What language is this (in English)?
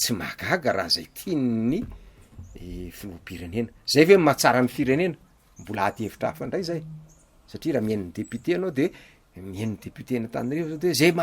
Malagasy